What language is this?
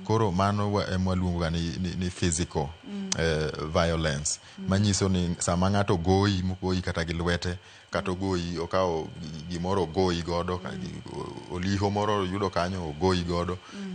Luo (Kenya and Tanzania)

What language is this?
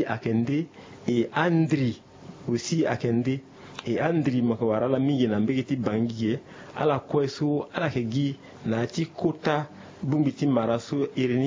Sango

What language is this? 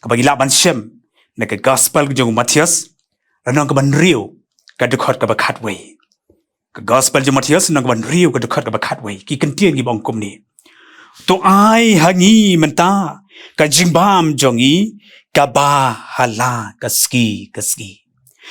Khasi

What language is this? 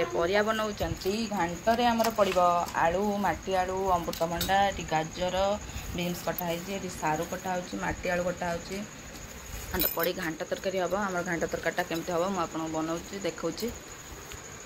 Odia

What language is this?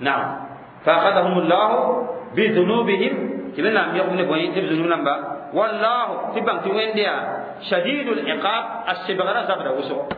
Mossi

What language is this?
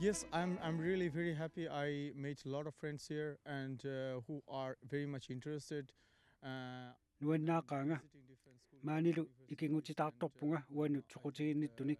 Kalaallisut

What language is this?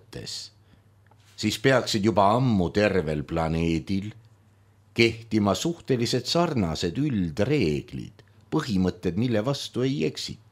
Estonian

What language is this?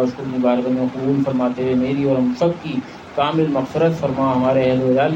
Urdu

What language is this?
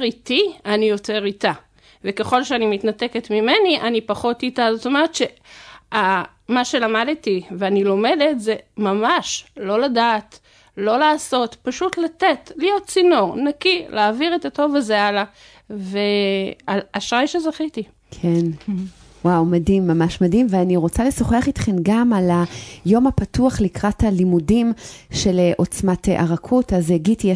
Hebrew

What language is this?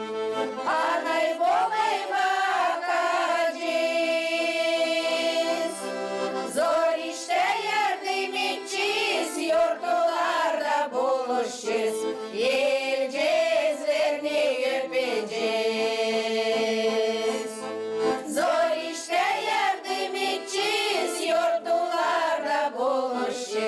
Gagauz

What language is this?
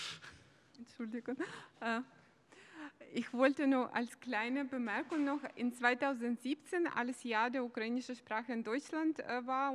German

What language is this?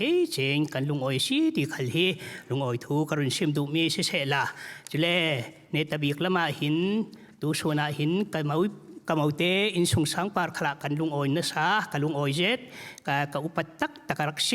Falam Chin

